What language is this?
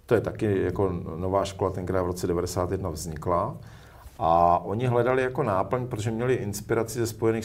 Czech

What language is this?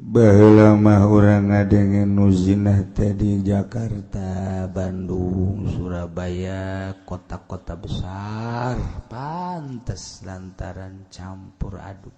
Sundanese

